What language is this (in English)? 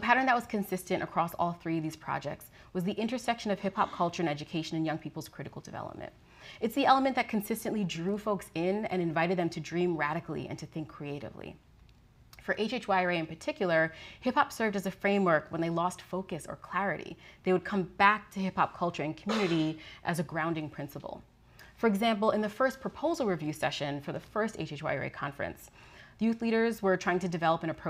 English